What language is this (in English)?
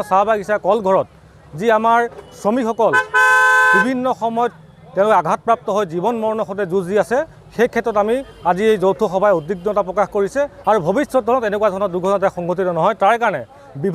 Assamese